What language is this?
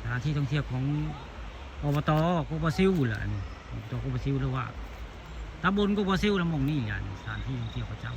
Northeastern Thai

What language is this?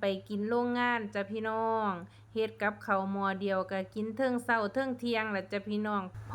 Northeastern Thai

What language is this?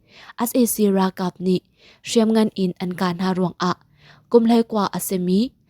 Hakha Chin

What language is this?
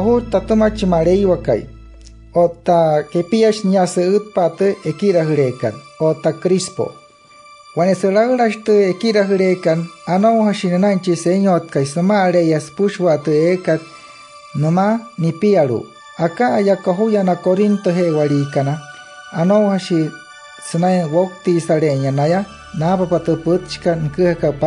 Wayuu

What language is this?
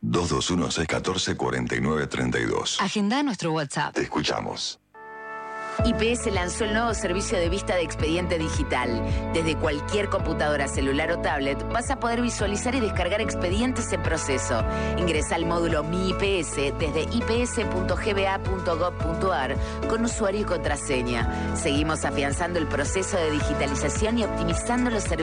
Spanish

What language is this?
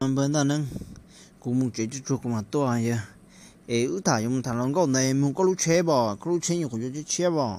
Hmong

